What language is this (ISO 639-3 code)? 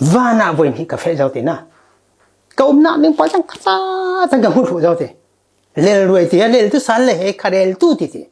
cfm